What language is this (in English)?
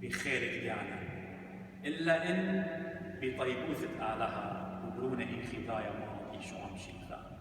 Assyrian Neo-Aramaic